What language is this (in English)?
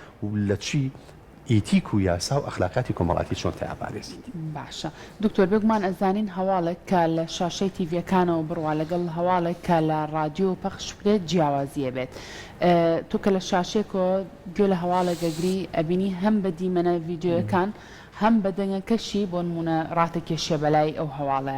Central Kurdish